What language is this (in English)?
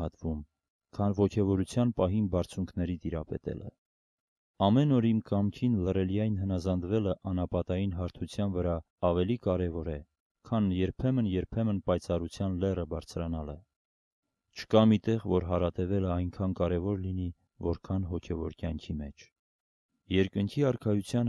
Armenian